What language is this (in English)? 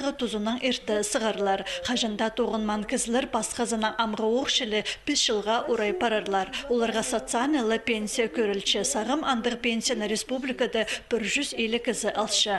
Khakas